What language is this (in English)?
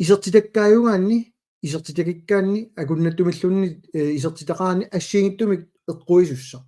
Kalaallisut